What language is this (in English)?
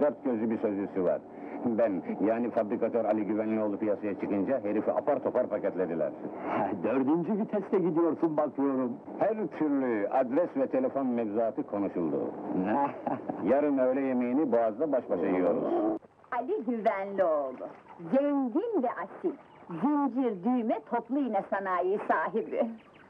Turkish